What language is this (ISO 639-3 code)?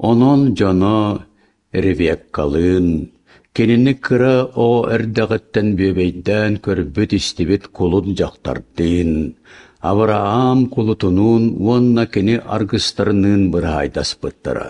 sah